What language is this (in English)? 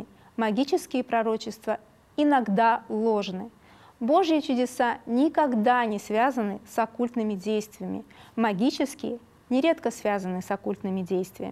Russian